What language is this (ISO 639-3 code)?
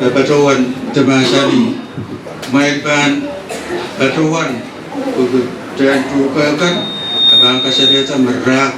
pon